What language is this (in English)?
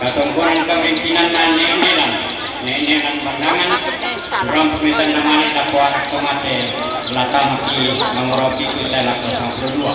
Toraja-Sa'dan